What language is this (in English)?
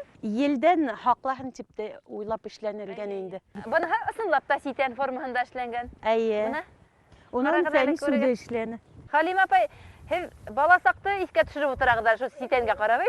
Bashkir